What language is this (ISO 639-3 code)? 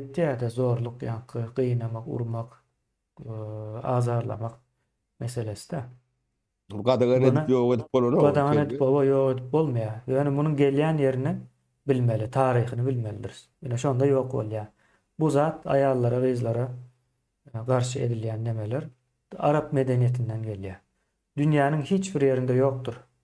tuk